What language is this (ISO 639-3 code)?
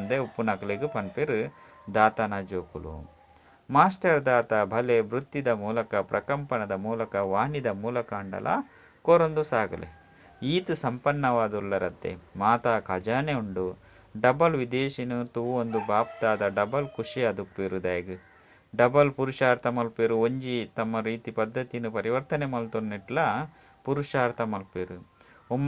tcy